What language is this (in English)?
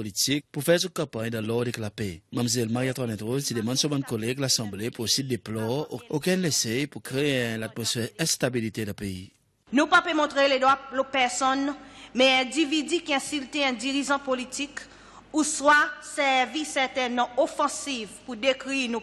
Seselwa Creole French